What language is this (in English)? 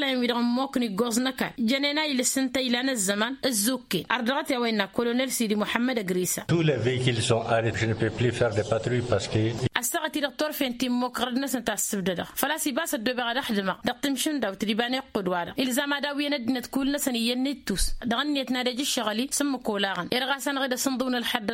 Tamasheq